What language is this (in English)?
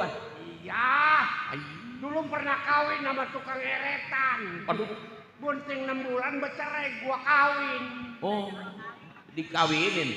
Betawi